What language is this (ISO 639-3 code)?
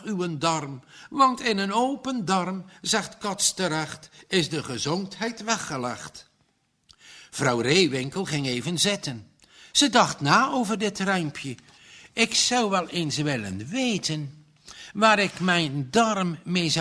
nld